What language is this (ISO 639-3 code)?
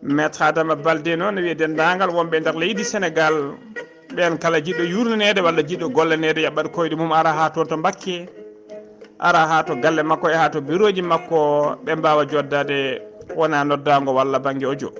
ful